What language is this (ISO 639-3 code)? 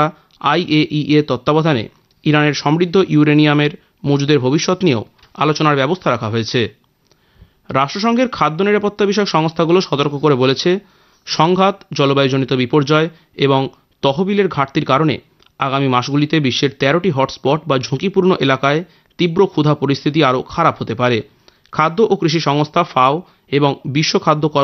ben